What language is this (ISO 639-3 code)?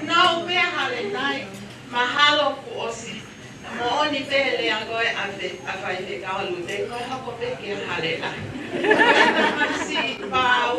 ton